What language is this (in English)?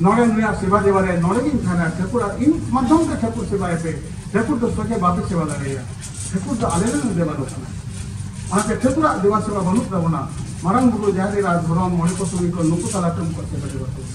Santali